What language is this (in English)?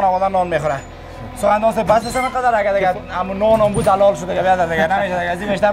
Persian